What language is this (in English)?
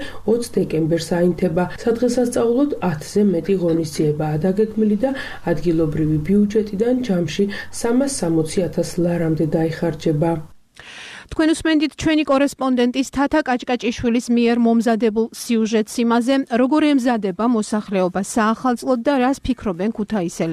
Georgian